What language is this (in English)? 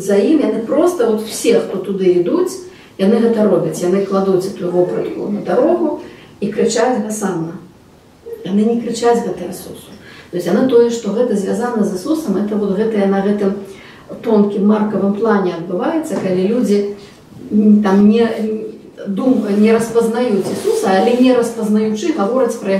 Belarusian